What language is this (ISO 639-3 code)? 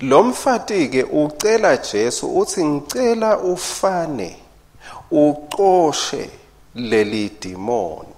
ssw